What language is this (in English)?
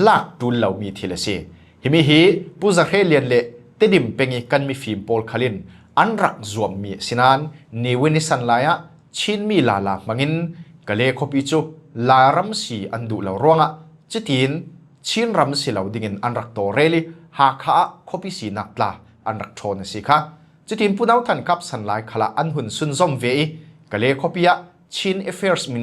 Falam Chin